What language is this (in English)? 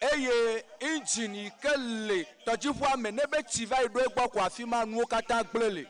Ewe